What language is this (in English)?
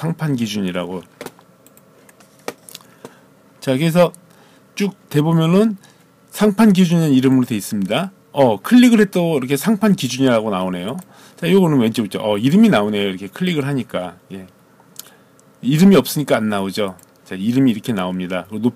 Korean